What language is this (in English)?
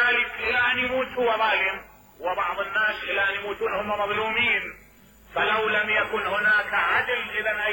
Mesopotamian Arabic